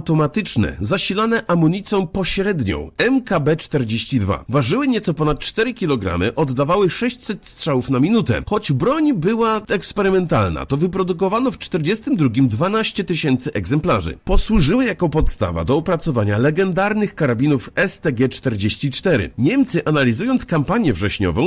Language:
Polish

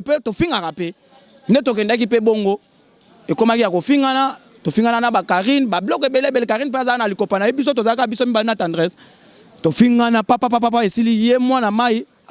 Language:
Lingala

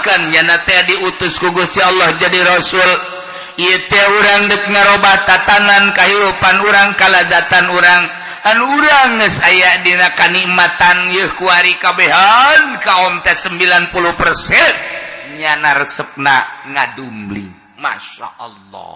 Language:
Sundanese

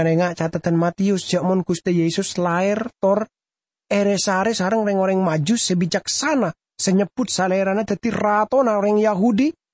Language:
Madurese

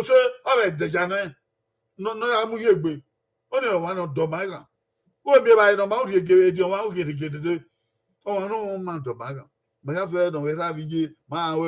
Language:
Bini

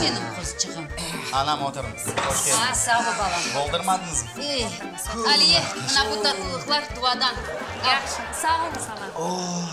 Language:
Crimean Tatar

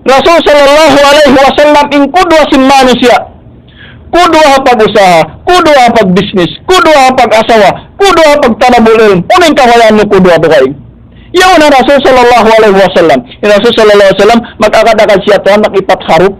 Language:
Tausug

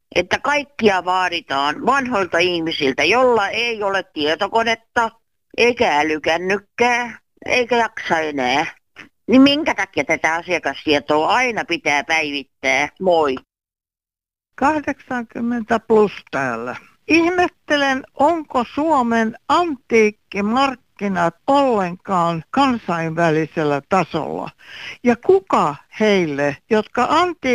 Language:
Finnish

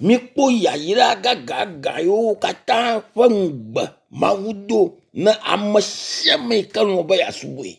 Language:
Ewe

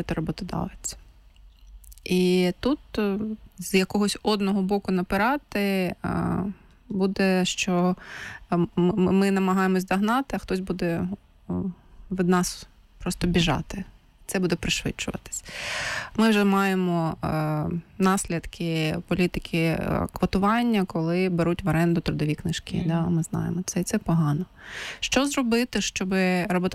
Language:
Ukrainian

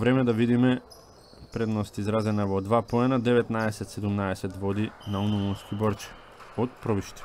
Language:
Macedonian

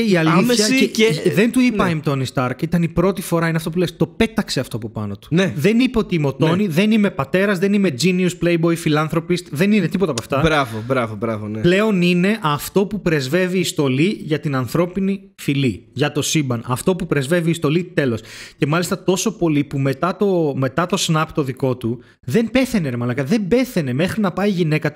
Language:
Greek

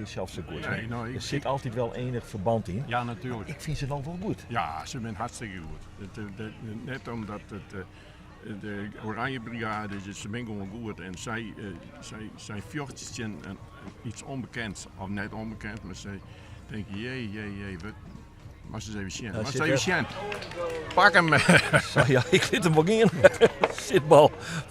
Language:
Western Frisian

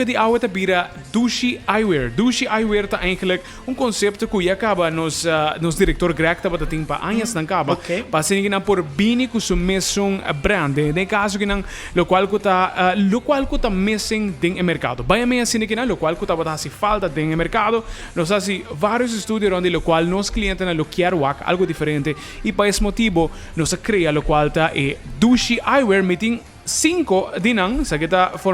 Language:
Papiamento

